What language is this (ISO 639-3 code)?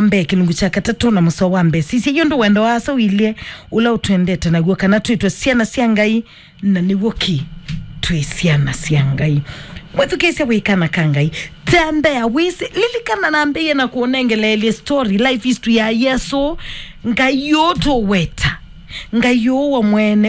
kam